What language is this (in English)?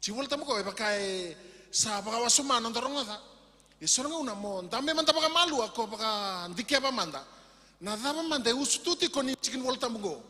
Fijian